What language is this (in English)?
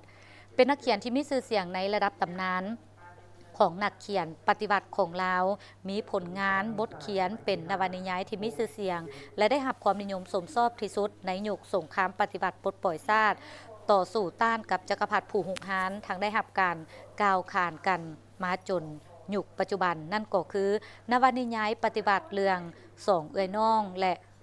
Lao